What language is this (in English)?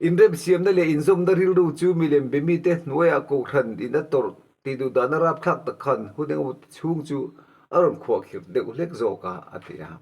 Mizo